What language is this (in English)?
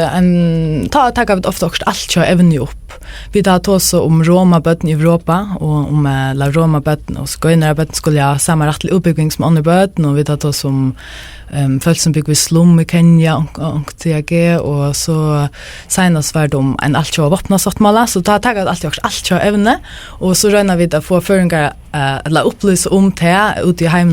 Faroese